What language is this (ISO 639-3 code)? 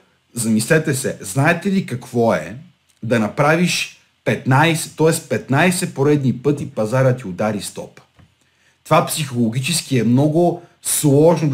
bul